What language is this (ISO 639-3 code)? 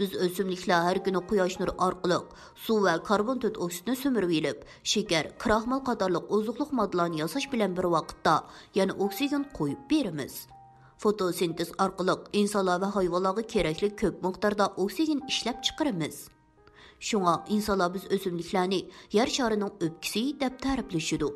uig